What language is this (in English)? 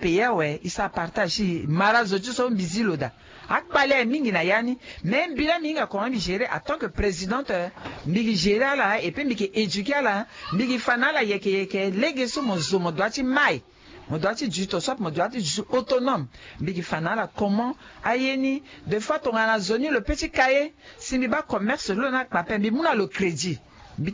Sango